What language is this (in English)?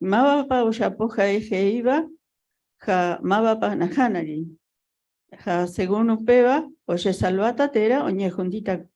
Guarani